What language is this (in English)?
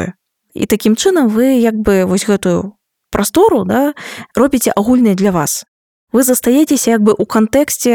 Belarusian